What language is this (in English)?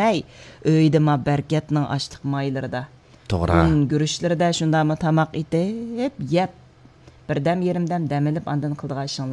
Uyghur